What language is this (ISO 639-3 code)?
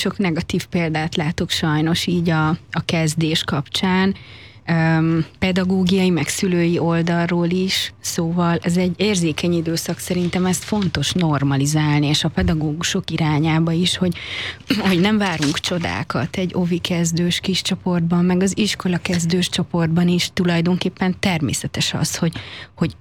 hun